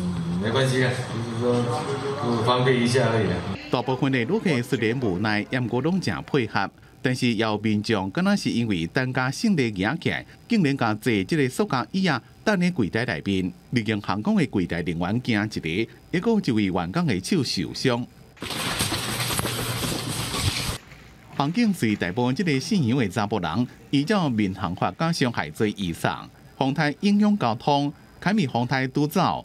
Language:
Min Nan Chinese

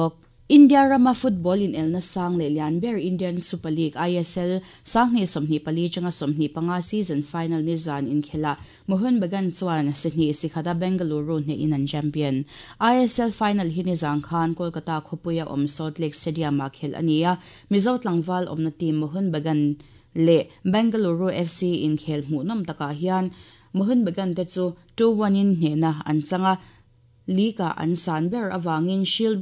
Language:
Mizo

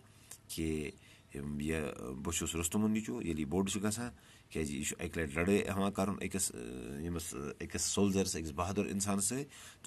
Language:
Kashmiri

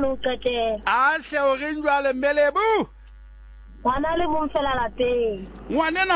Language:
Southern Sotho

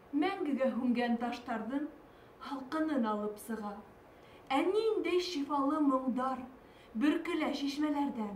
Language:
Bashkir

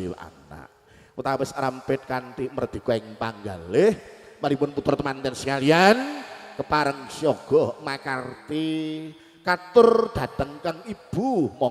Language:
Javanese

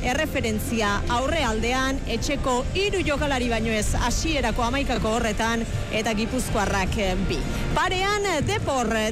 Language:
Basque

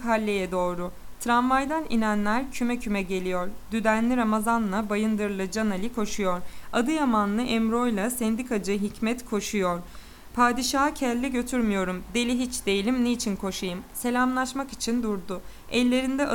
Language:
Turkish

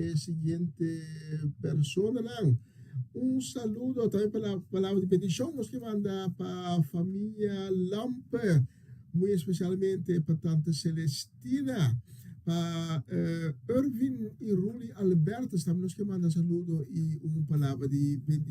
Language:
Papiamento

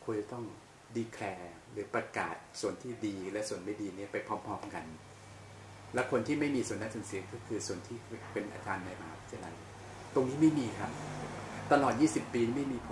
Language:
Thai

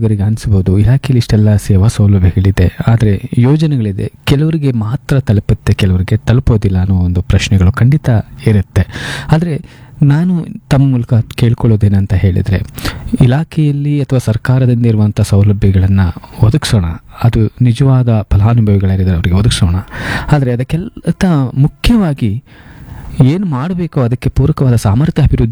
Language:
Kannada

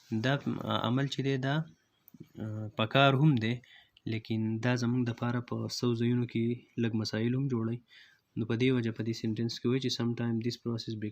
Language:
Pashto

